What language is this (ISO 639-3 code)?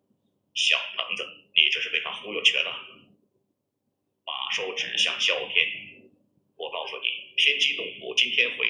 zho